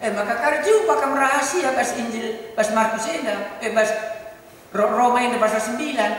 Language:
Batak Karo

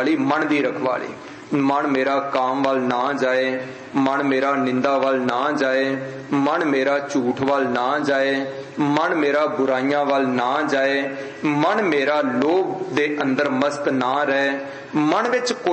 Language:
Punjabi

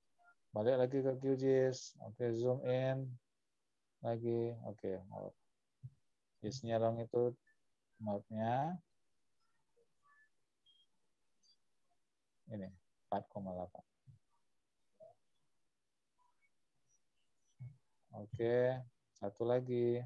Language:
Indonesian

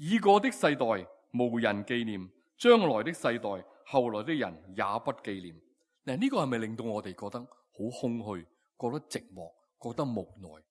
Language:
Cantonese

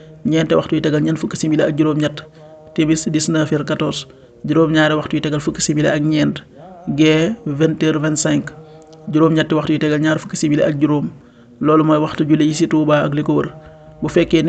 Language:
Wolof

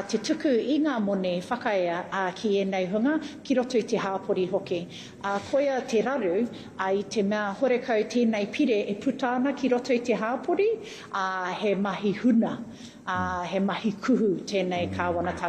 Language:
Māori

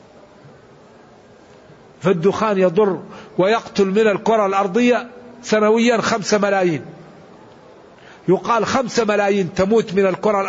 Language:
Arabic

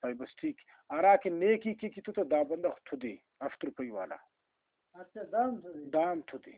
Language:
Brahui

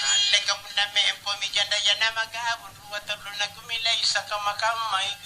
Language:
Makasar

